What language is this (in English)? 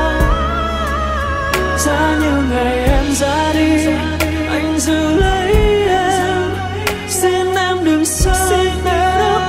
Vietnamese